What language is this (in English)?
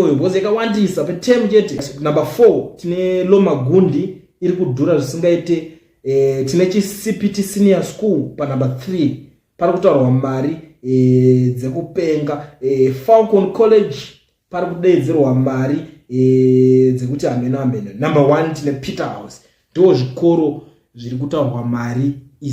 Shona